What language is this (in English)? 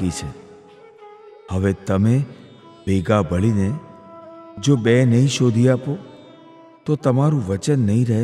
Gujarati